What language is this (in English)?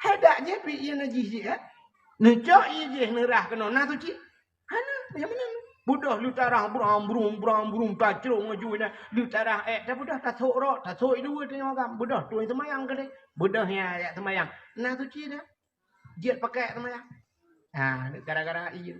Achinese